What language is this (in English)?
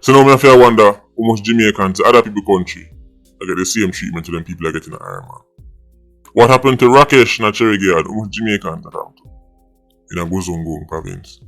Jamaican Creole English